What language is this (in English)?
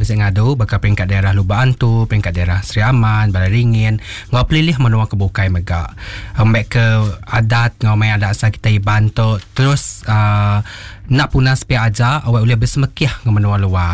Iban